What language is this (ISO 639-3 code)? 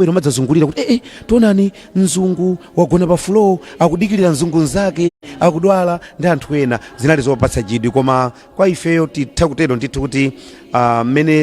nya